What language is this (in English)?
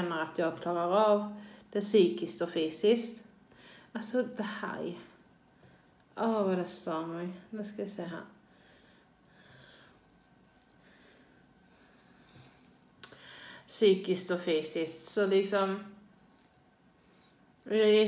Swedish